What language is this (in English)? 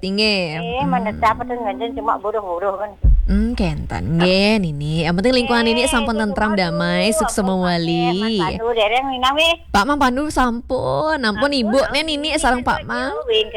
Balinese